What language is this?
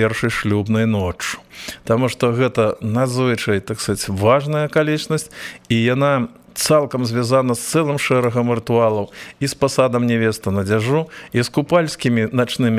Belarusian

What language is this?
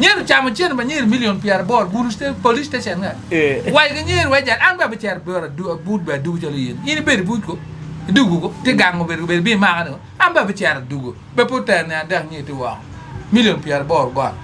Acoli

